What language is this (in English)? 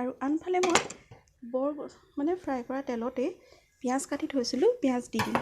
Assamese